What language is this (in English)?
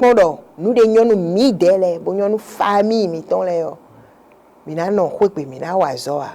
Fon